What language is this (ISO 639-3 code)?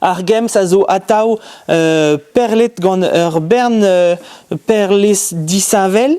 bre